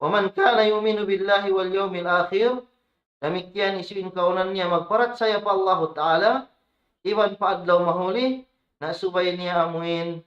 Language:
Tausug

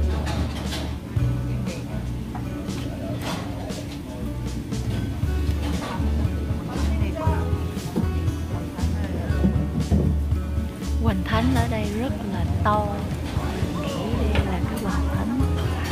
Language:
Vietnamese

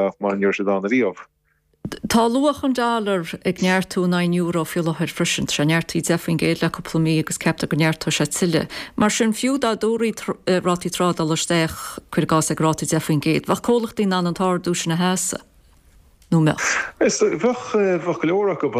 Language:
Irish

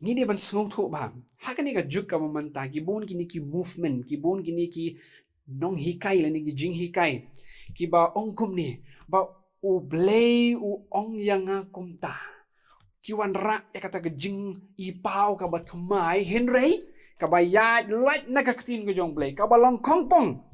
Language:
Khasi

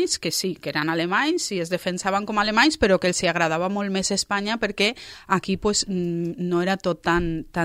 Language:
Catalan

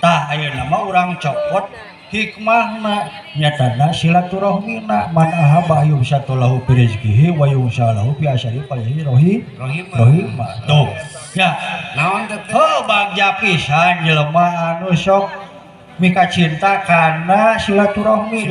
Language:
Sundanese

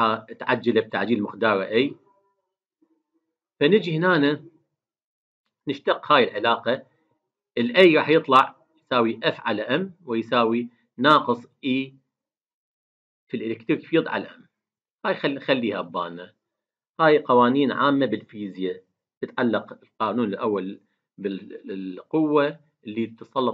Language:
Mesopotamian Arabic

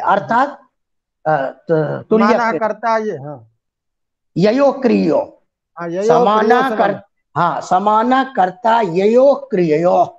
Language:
Sanskrit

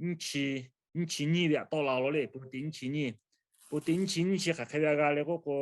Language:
Lahu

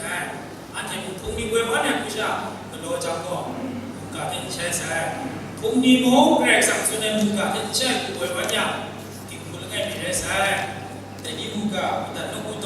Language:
Kachin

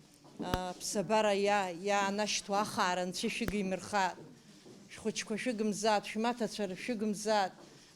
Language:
Abkhazian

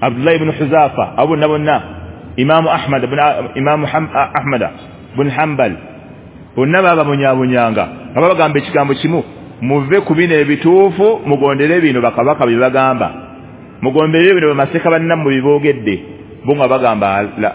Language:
Ganda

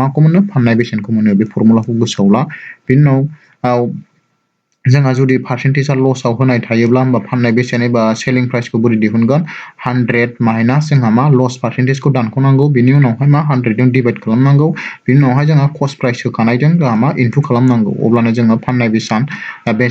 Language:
Bodo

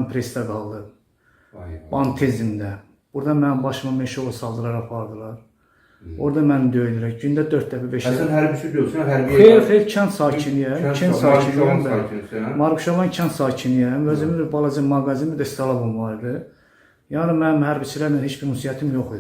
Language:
Azerbaijani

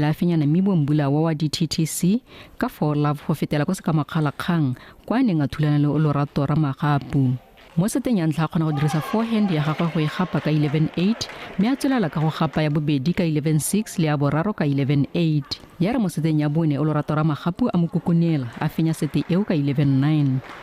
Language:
Tswana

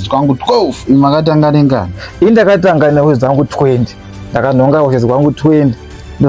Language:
Shona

